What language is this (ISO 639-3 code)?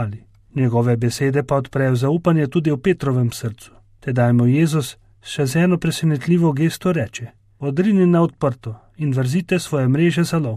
slv